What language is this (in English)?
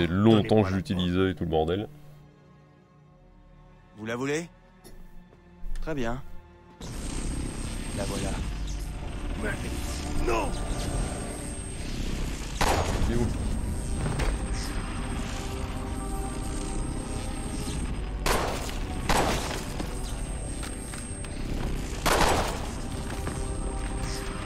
French